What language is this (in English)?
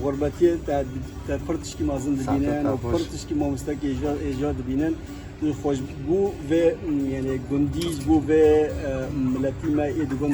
Kurdish